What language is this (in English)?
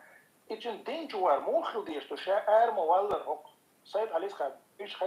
Chechen